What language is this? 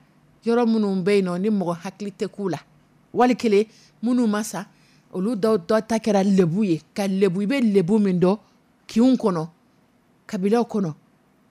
Dyula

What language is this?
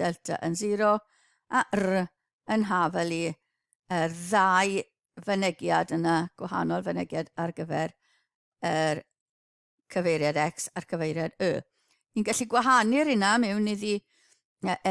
Welsh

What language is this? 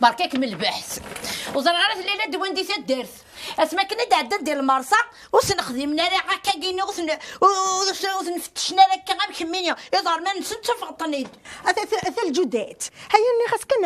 Kabyle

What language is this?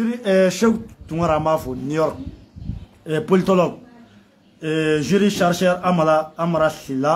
Bambara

